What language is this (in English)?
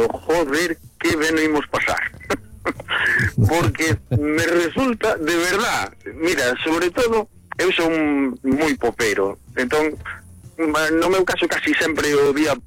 Galician